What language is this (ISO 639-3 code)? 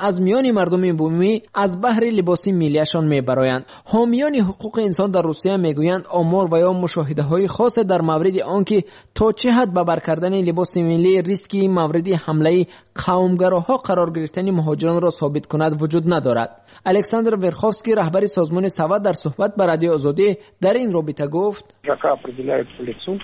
tgk